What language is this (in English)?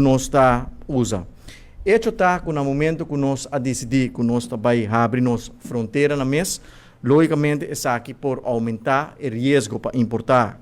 Papiamento